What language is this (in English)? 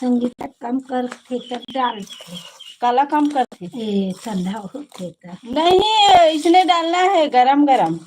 Chhattisgarhi